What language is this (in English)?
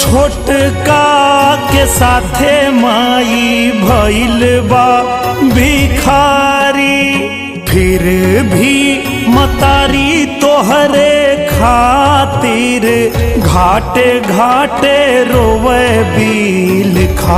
Bhojpuri